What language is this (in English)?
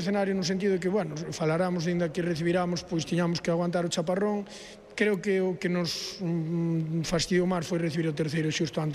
Galician